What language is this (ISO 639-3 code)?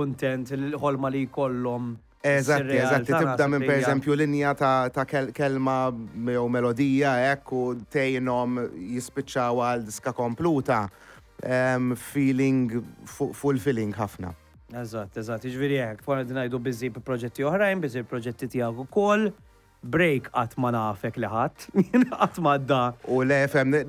mlt